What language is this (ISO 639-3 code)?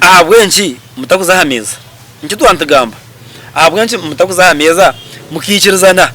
nyn